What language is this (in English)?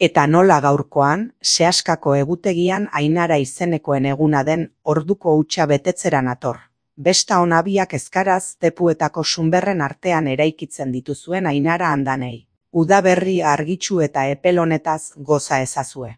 Basque